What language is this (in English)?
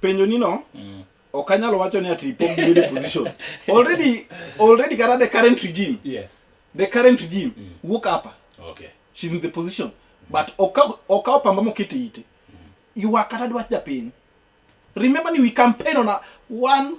Luo (Kenya and Tanzania)